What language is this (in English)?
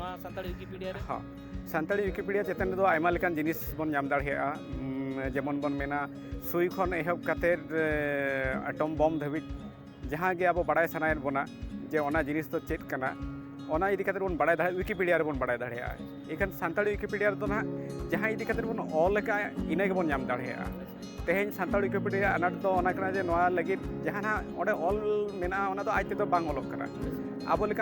Santali